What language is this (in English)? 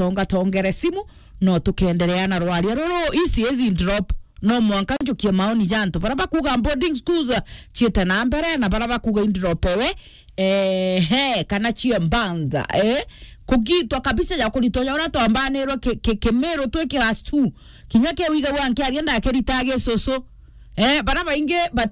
Meru